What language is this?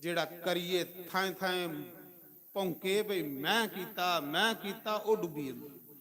Dogri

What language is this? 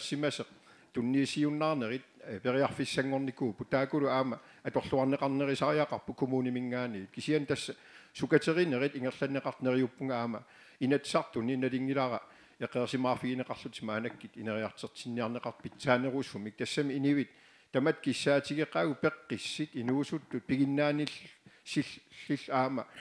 Kalaallisut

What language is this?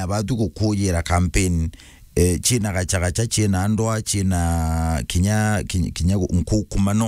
Meru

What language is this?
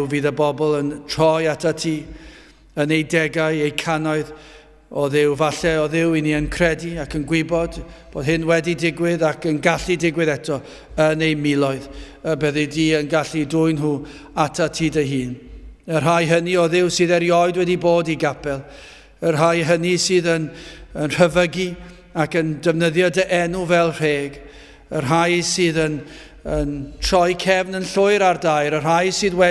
Welsh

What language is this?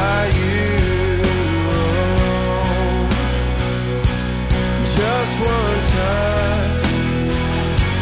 Estonian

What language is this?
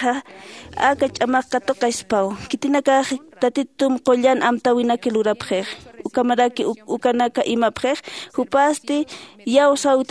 Aymara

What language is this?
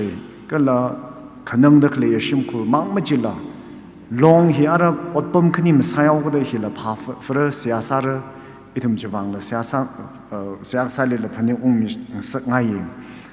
Tangkhul Naga (India)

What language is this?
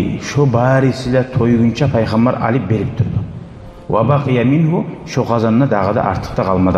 Kumyk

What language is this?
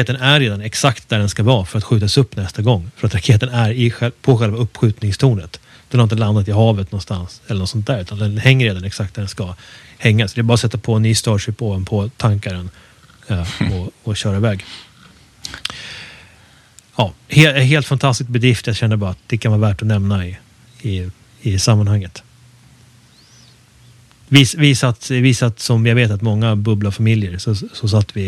Swedish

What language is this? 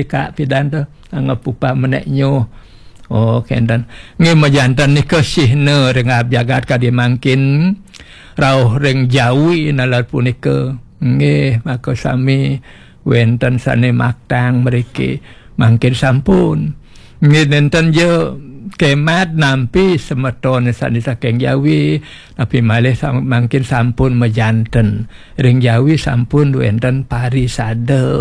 Balinese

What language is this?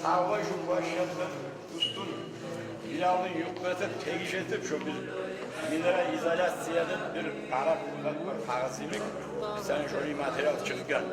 Kumyk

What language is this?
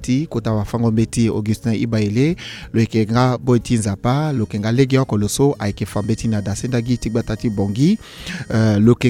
Sango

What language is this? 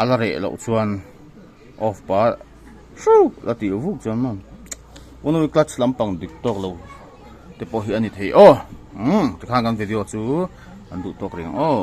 Mizo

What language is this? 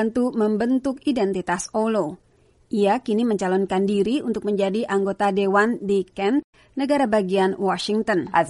Indonesian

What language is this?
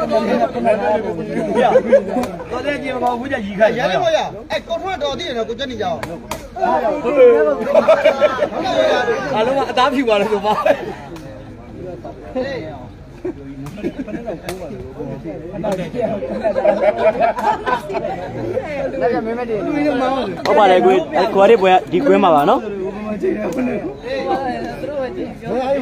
Burmese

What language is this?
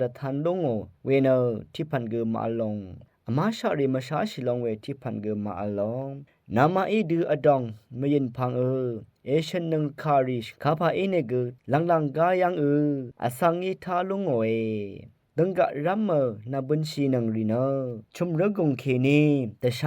Rawang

